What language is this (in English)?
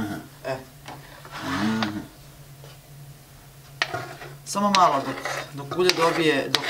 Serbian